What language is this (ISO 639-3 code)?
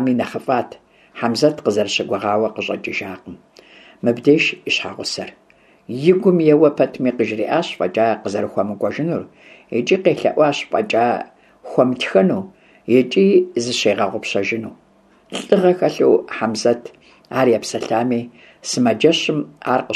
kbd